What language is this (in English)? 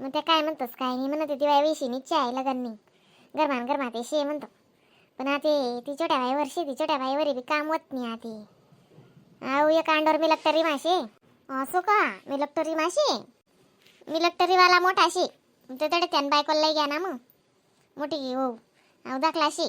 Khandesi